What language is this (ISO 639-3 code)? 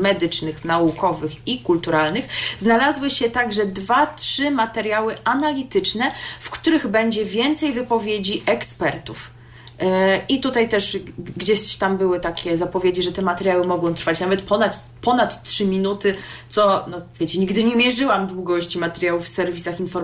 pol